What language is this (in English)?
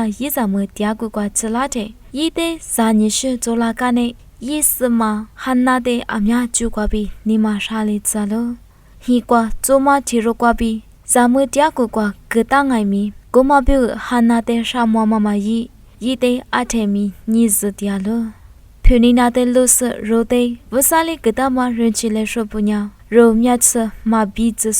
Lisu